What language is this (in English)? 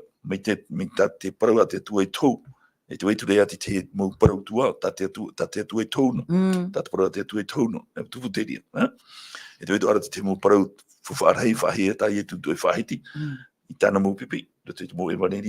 Tahitian